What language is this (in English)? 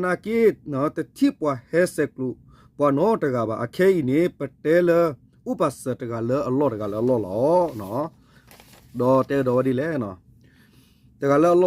S'gaw Karen